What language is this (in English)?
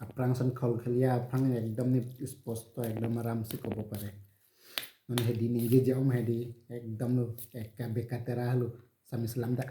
Karbi